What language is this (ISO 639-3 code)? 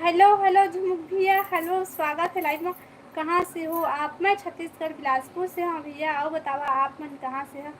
hne